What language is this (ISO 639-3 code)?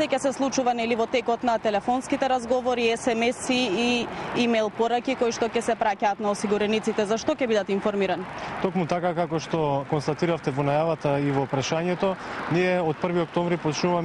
mkd